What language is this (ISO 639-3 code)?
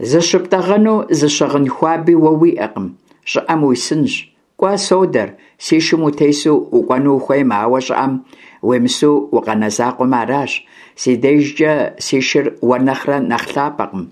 kbd